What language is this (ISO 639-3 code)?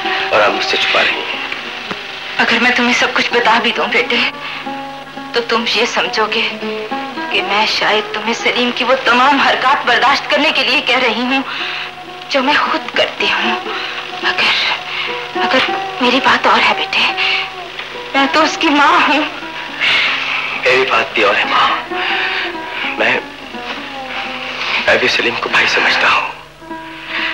hin